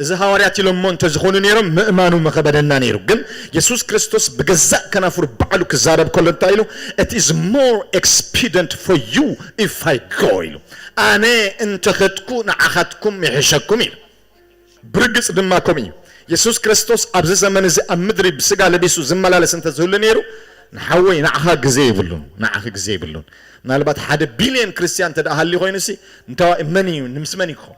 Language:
Tigrinya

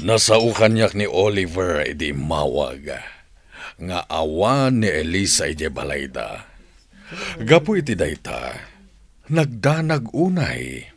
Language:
Iloko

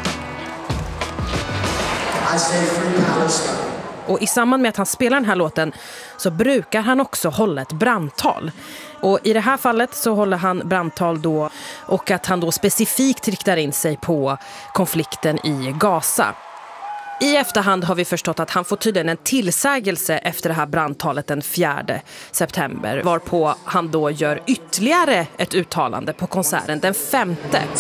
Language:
Swedish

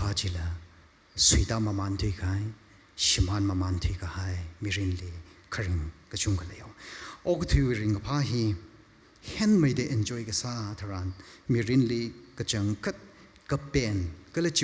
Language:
Tangkhul Naga (India)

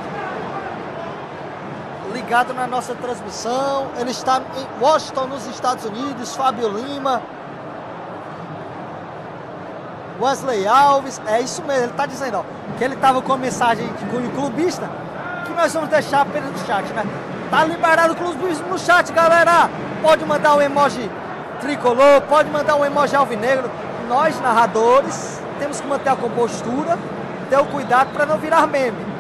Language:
Portuguese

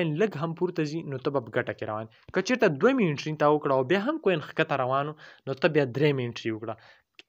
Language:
Pashto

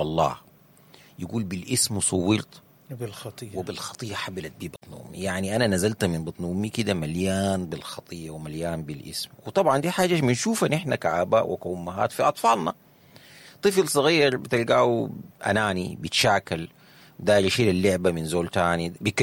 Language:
Sudanese Arabic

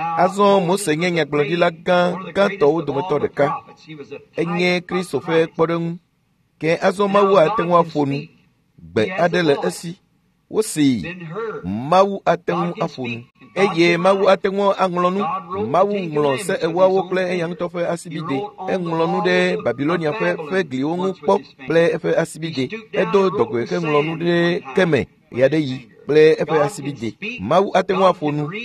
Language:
Ewe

